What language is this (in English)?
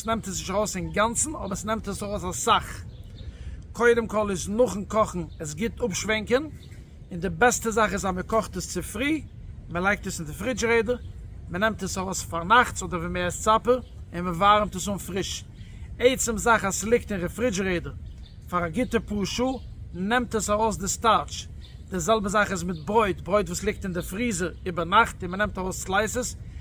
Yiddish